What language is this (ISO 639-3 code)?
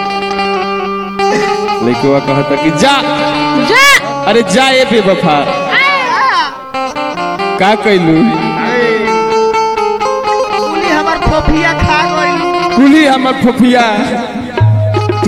bho